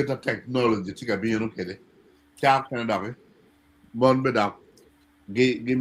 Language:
Acoli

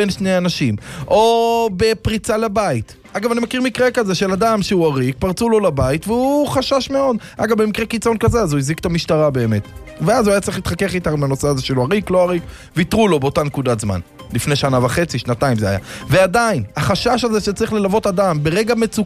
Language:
Hebrew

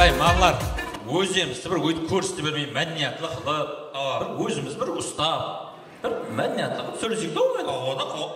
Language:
Kara-Kalpak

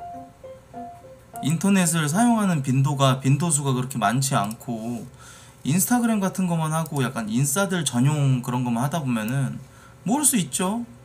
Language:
Korean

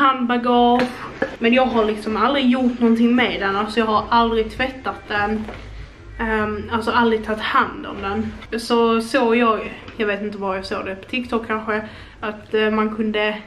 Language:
Swedish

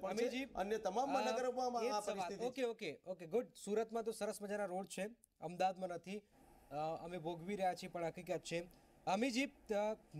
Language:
Gujarati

